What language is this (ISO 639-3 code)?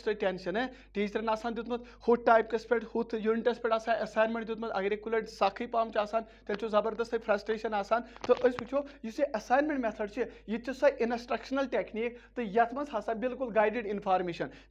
kas